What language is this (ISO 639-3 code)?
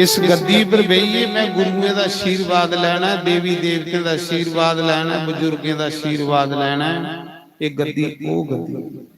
doi